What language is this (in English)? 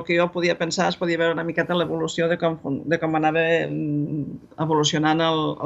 Catalan